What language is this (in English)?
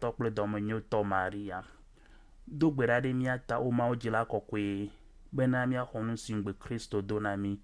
Ewe